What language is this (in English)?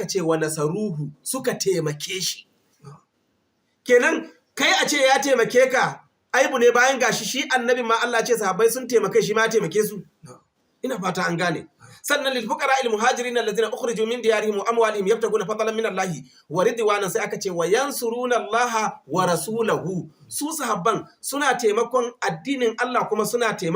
Hausa